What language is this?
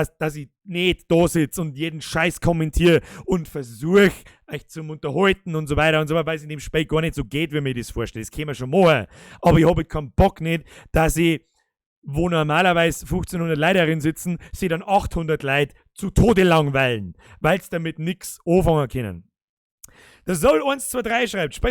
Bavarian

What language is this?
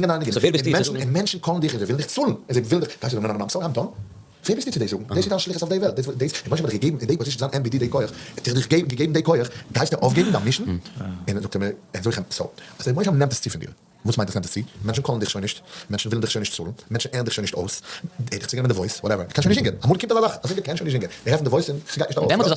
Yiddish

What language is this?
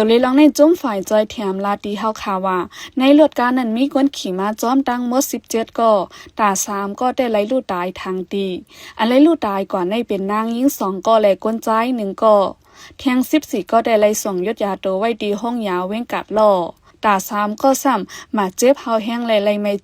Shan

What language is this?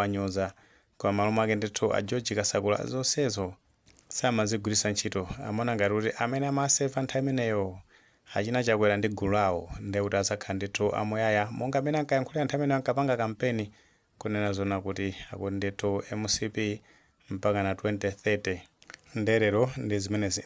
Nyanja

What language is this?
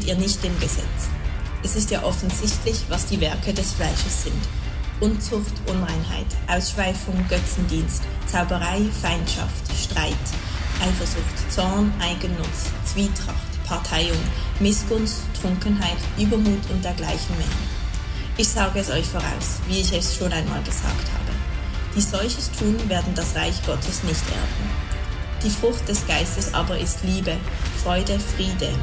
Swiss German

